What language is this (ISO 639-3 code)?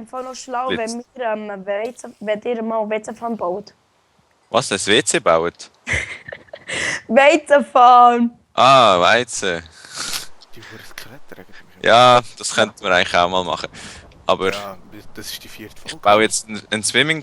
gsw